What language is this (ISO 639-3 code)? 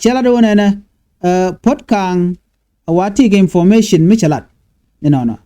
nus